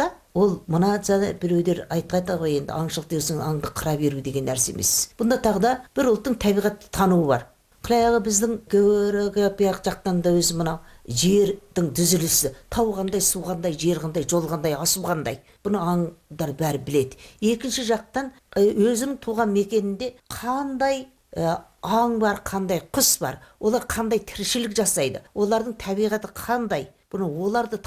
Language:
Kazakh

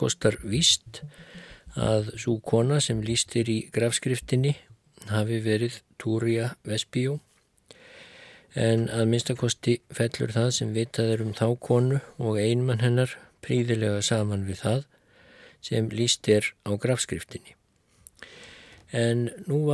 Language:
Icelandic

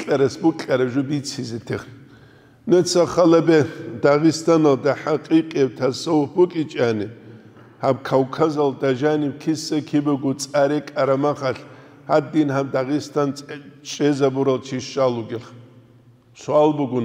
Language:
Avaric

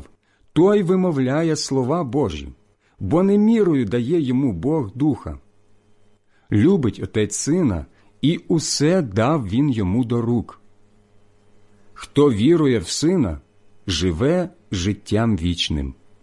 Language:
Ukrainian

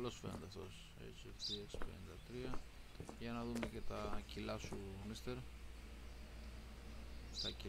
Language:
Greek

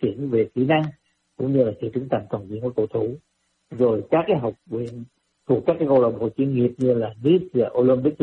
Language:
Vietnamese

